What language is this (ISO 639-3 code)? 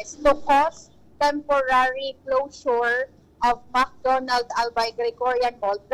bik